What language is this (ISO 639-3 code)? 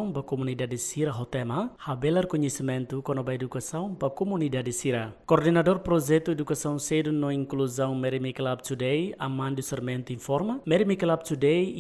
tet